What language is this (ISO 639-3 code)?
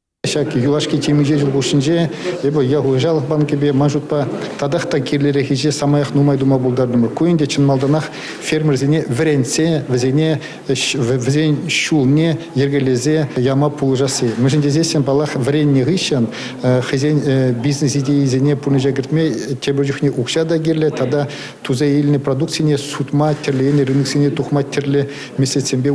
chv